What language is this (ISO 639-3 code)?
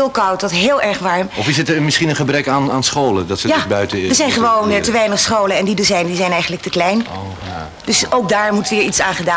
nld